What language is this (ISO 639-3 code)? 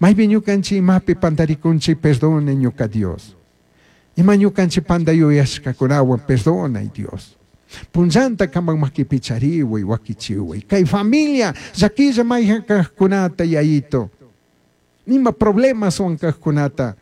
qug